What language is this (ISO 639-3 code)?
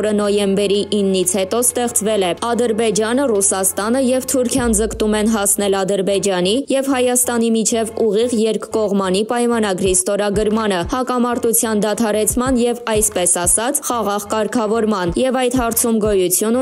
hye